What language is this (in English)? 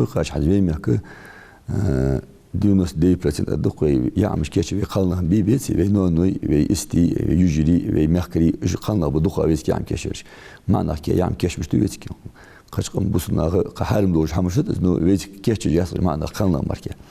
Ingush